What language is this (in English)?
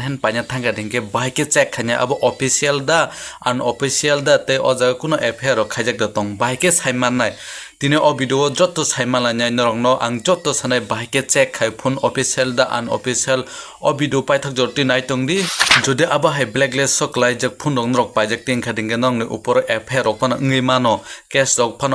Kok Borok